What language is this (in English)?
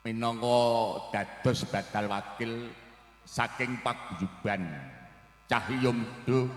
Javanese